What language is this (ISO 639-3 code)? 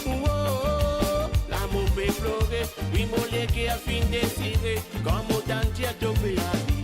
mfe